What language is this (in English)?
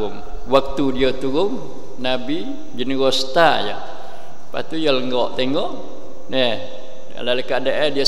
Malay